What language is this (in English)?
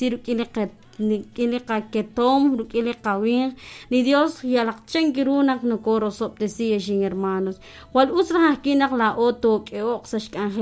Kekchí